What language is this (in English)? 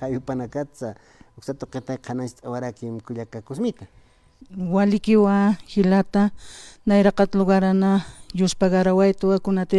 Aymara